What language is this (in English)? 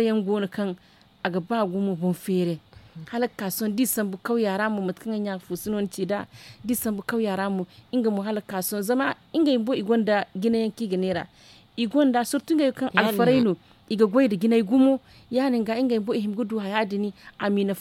Zarma